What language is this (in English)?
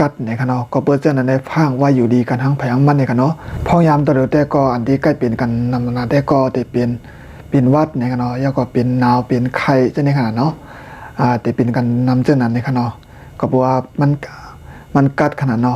Shan